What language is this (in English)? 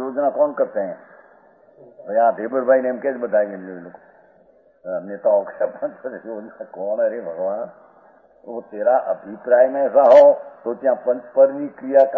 Gujarati